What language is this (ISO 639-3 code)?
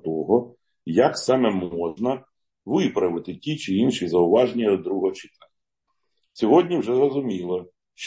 ukr